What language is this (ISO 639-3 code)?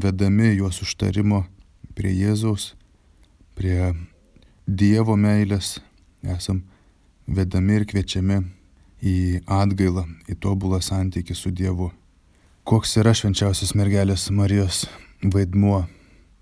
lit